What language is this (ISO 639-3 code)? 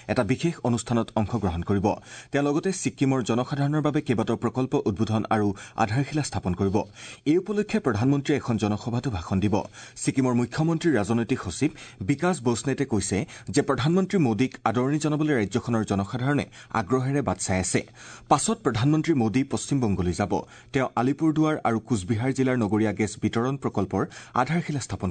asm